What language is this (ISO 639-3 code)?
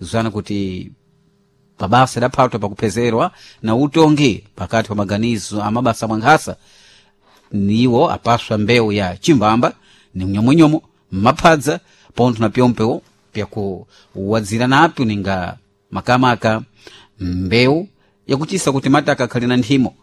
seh